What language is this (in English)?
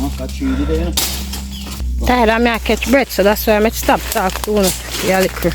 Jamaican Creole English